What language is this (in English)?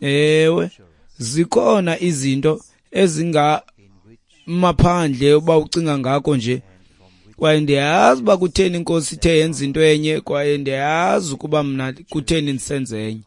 Xhosa